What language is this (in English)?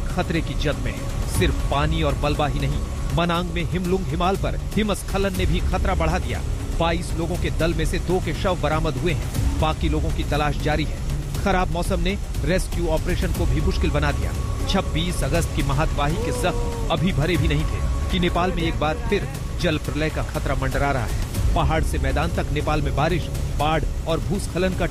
Hindi